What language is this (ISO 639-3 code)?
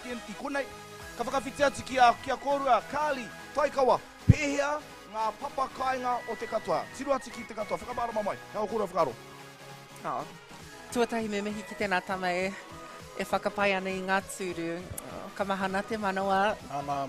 mri